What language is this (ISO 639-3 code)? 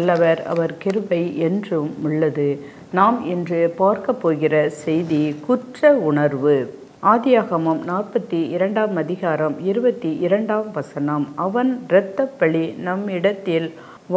tam